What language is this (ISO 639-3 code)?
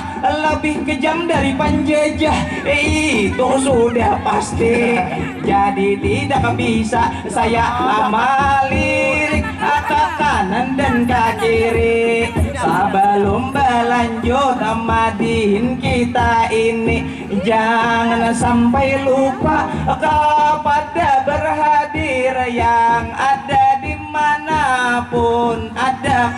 bjn